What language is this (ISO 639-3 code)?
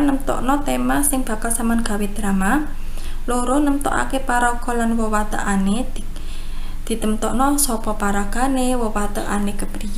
jav